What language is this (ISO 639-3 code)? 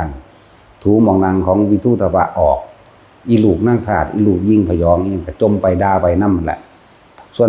tts